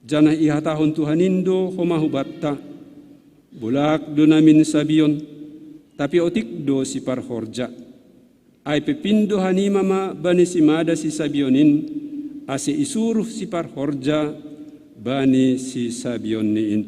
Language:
Batak Simalungun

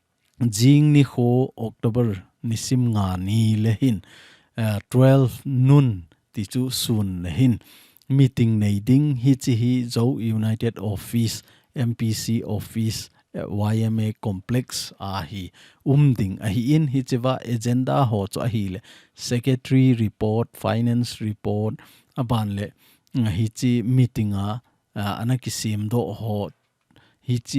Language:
Thado Chin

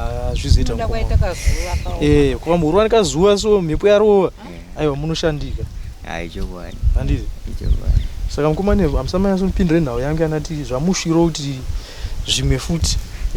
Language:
Shona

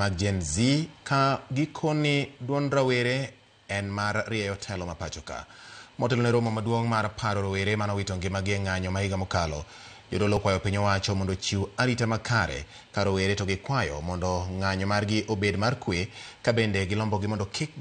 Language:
Luo (Kenya and Tanzania)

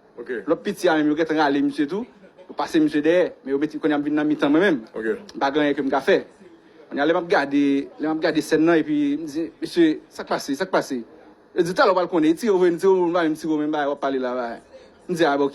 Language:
Haitian Creole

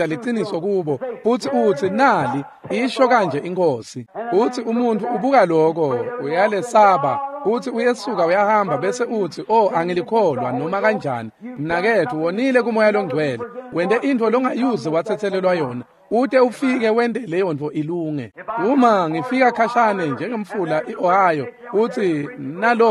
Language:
Swati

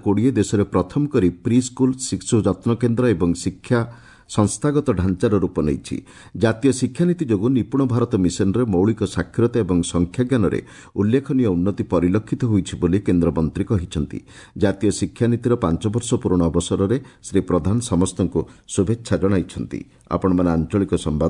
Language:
Odia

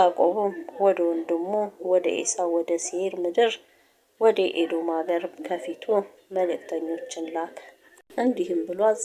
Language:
Amharic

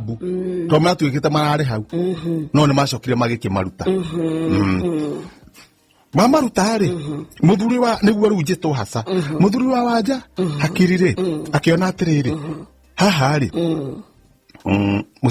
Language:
Kikuyu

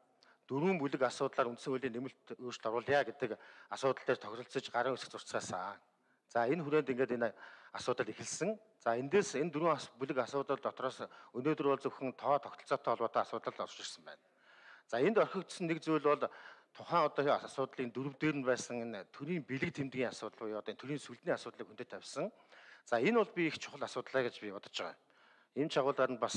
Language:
Mongolian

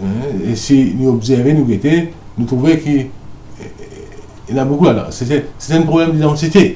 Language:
Morisyen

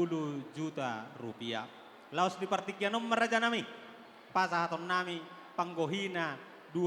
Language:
Batak Toba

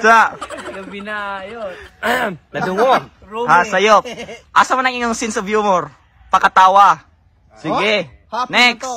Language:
Cebuano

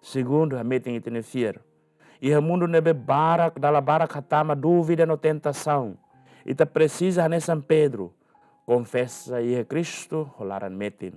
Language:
Tetum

